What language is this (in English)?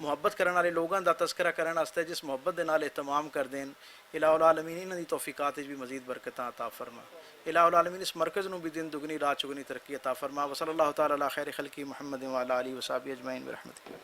Western Panjabi